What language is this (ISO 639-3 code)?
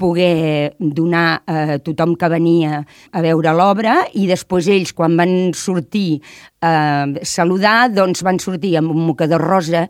cat